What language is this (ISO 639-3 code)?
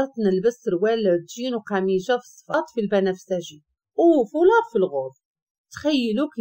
ary